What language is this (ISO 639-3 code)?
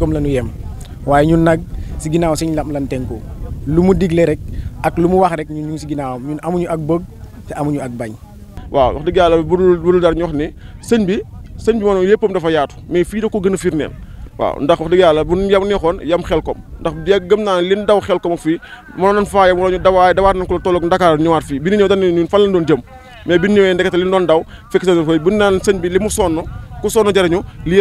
wol